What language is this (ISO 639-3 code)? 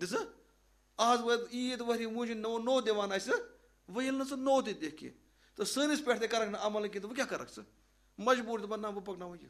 kas